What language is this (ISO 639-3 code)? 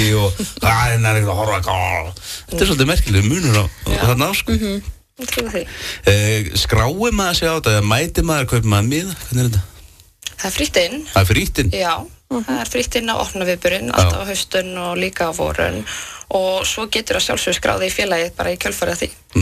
isl